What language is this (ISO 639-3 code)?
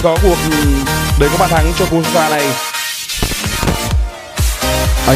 vie